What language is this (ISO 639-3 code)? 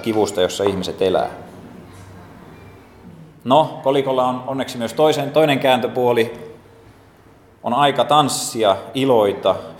fin